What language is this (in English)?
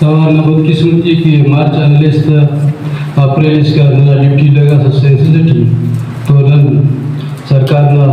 Brahui